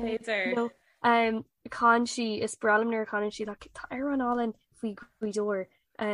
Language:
Irish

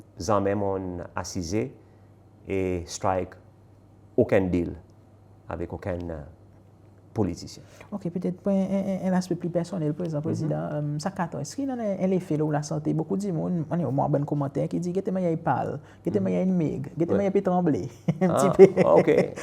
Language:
Seselwa Creole French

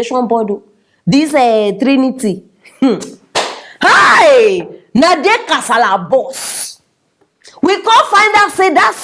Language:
Nigerian Pidgin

